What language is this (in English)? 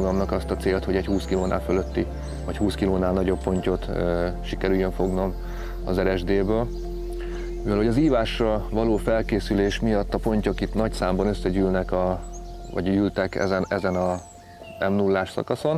Hungarian